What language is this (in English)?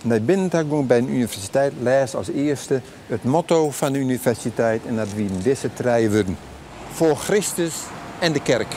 Western Frisian